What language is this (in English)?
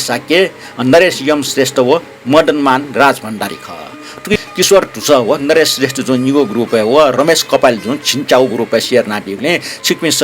Newari